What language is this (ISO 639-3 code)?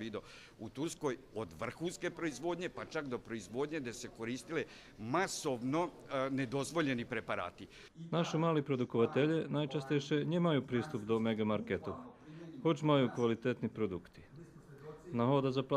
rue